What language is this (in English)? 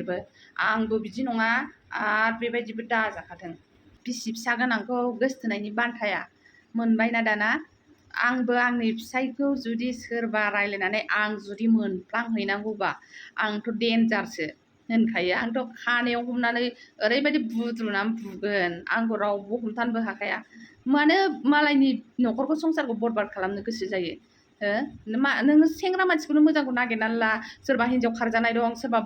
Bodo